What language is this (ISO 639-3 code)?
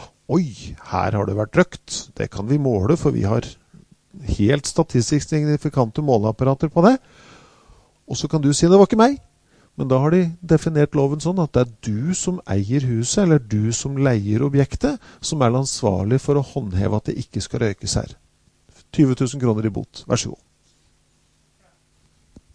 nor